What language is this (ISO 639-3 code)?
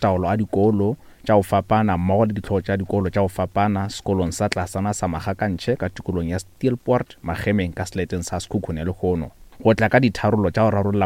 nso